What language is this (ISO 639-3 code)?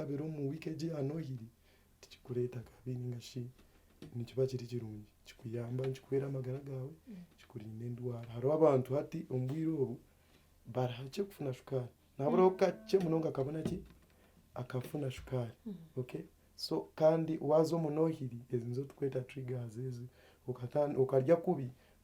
nyn